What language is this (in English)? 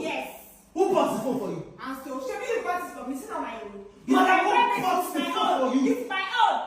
Nigerian Pidgin